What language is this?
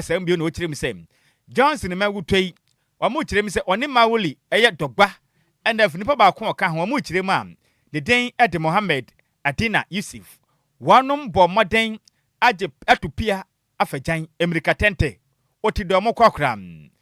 Akan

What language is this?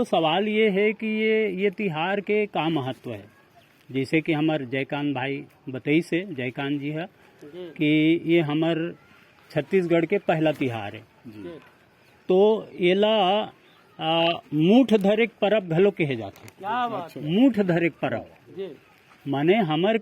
Chhattisgarhi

